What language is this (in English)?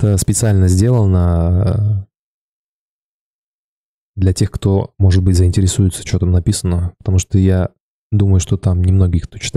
Russian